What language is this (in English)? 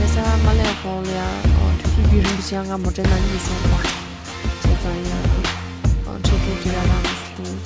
Tibetan